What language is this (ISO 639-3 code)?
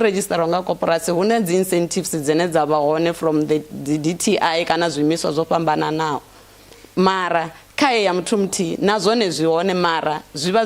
ven